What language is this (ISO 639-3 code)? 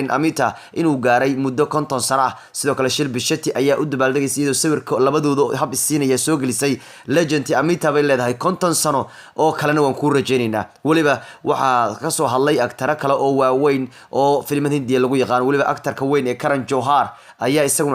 som